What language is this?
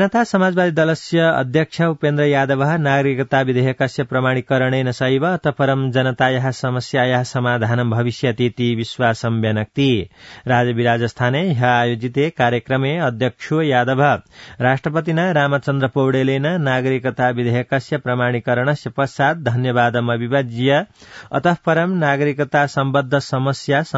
Sanskrit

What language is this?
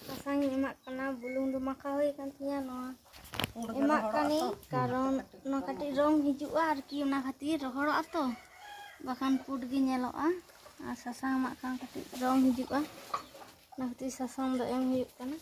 Santali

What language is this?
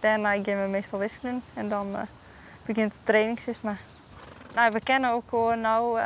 Western Frisian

